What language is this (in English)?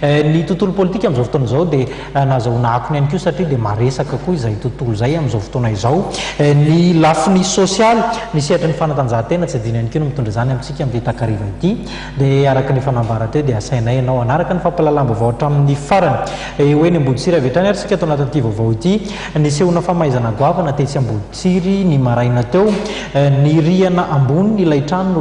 Malagasy